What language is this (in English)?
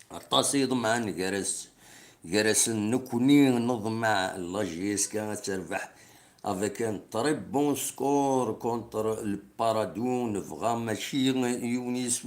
Kabyle